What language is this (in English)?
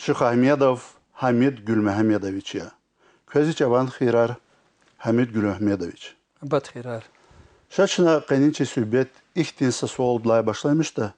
Lezghian